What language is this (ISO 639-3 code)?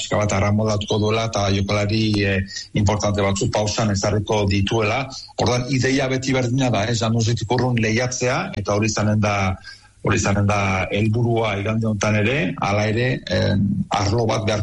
eus